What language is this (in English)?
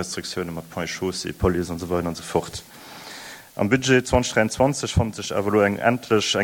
Luxembourgish